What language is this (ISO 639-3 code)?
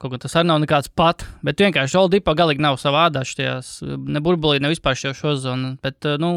lav